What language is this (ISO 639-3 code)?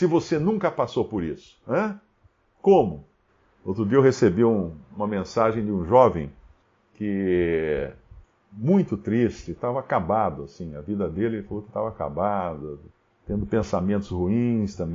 por